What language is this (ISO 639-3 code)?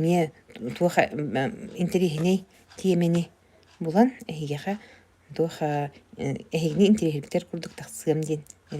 sah